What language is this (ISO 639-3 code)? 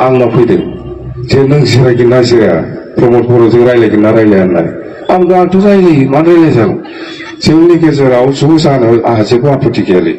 brx